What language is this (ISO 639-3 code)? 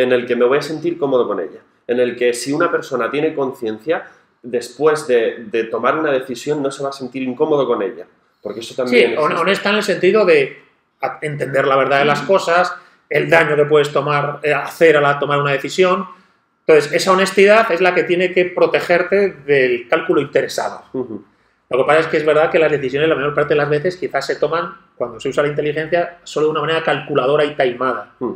spa